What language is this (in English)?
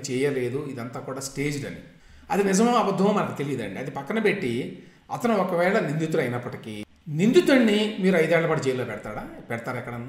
Telugu